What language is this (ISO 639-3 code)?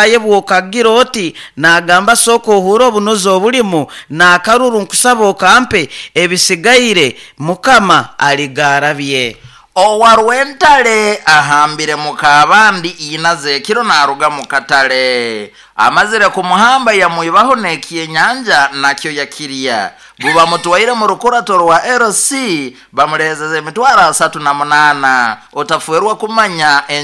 nyo